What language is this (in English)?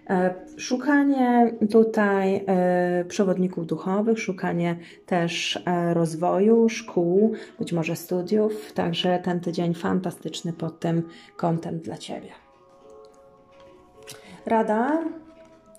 Polish